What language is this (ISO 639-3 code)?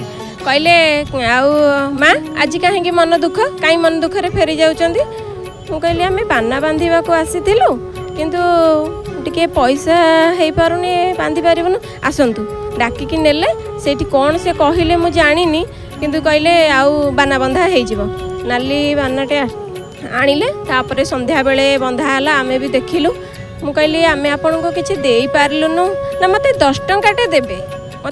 ori